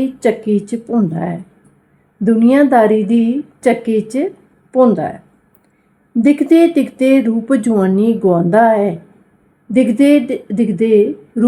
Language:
Dogri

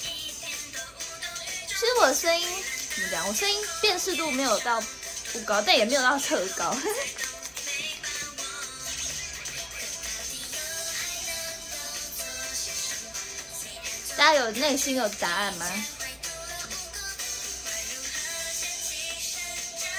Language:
Chinese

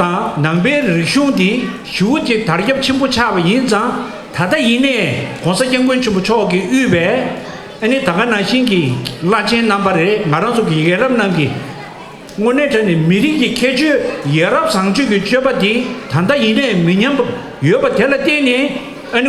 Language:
Tibetan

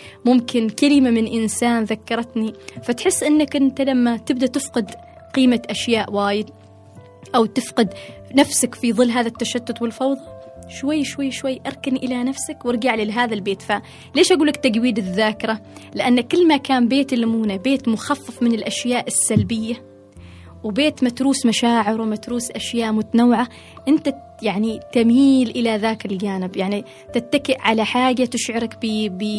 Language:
Gulf Arabic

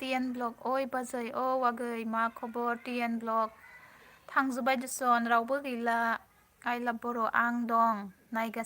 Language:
Bodo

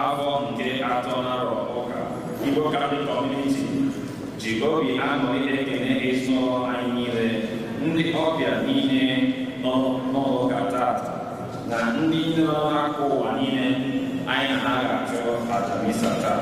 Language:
Igbo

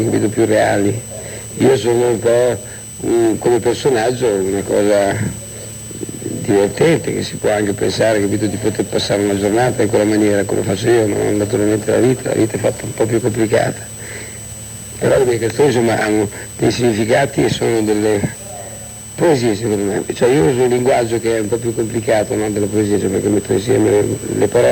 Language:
Italian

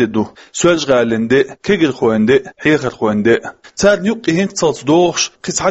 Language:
Chechen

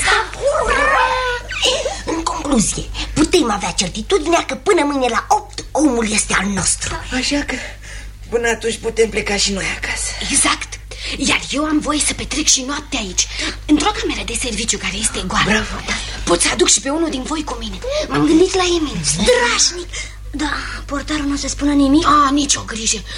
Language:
Romanian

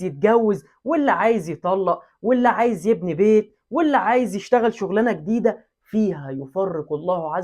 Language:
Egyptian Arabic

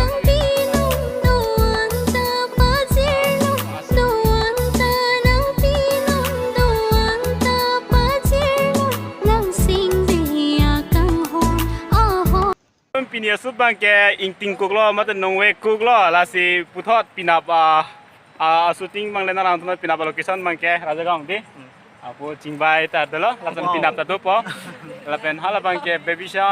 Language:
Karbi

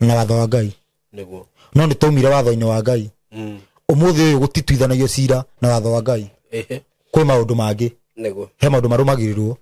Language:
Kikuyu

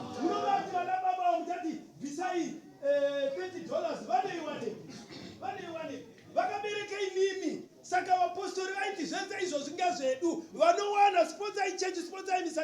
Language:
Shona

